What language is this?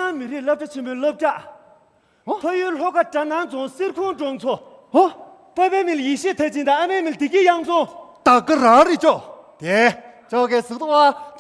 Tibetan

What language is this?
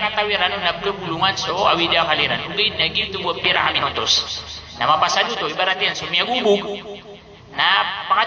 Maranao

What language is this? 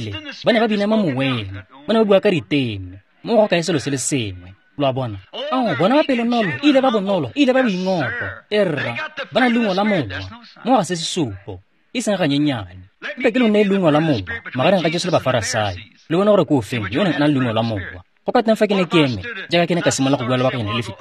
Tswana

